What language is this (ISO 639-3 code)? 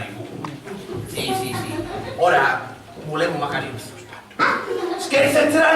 scn